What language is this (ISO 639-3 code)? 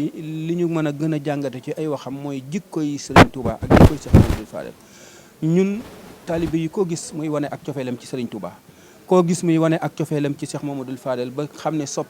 wol